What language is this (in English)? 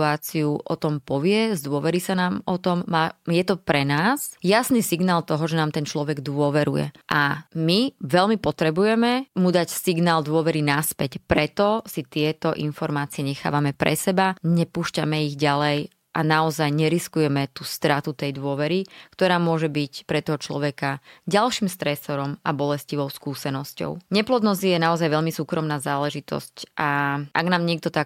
Slovak